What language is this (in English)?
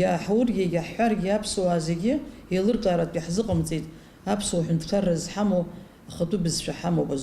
Abkhazian